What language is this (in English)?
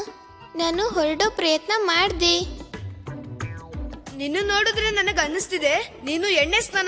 Kannada